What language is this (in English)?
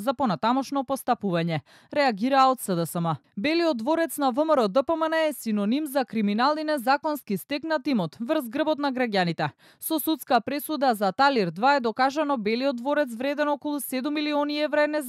Macedonian